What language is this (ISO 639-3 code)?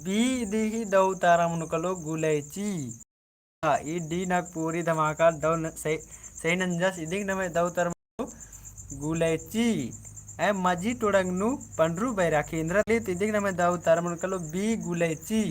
kru